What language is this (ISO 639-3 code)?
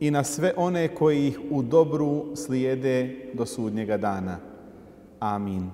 bos